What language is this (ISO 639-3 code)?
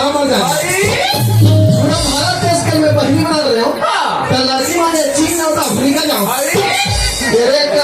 hne